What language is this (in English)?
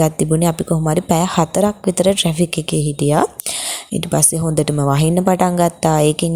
Sinhala